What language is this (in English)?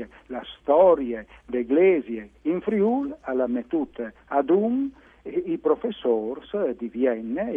Friulian